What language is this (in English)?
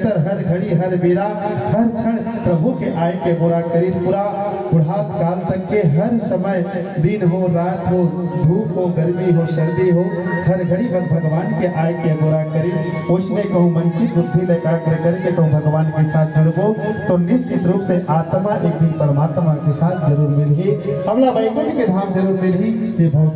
Chhattisgarhi